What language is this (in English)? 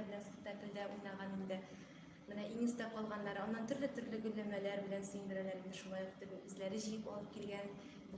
Tatar